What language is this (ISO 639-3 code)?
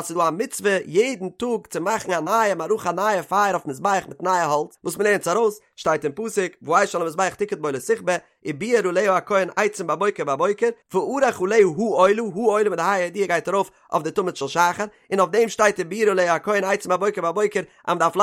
yid